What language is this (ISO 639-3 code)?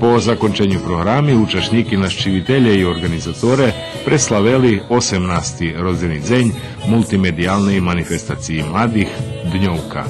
rue